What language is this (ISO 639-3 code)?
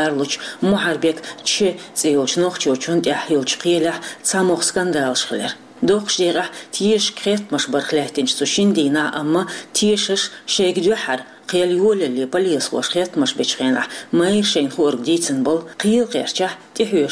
che